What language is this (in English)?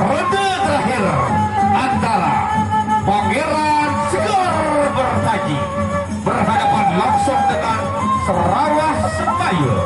Sasak